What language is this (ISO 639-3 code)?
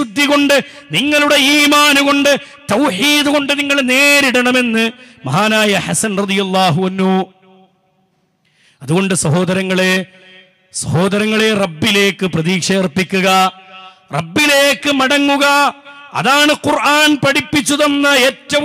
mal